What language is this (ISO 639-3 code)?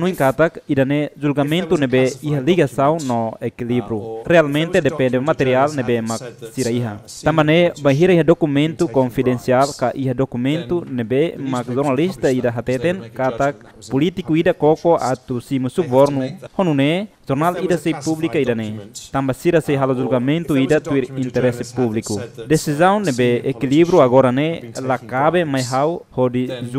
tet